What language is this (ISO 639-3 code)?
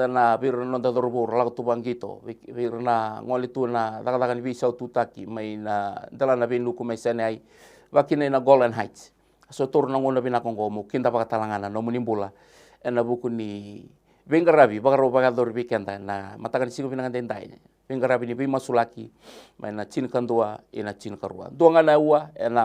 fij